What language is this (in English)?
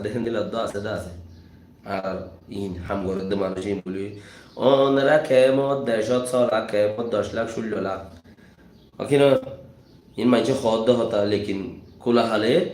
Rohingya